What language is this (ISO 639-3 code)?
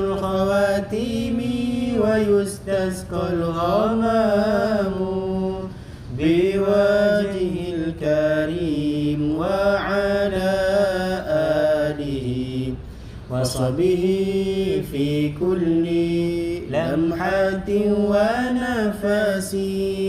ara